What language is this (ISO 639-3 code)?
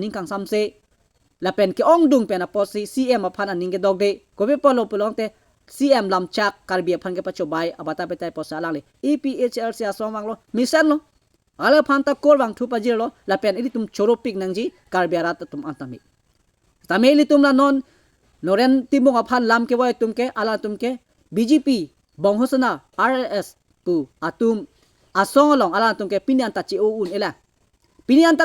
mjw